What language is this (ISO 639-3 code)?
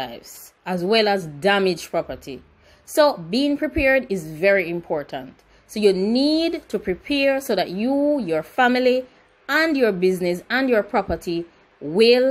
eng